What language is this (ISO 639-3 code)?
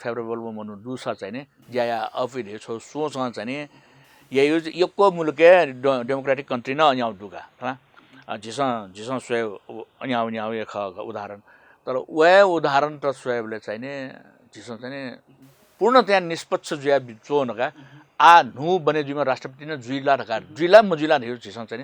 new